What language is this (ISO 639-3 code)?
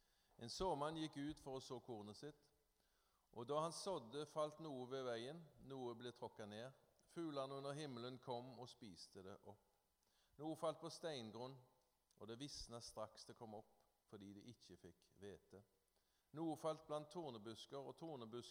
nor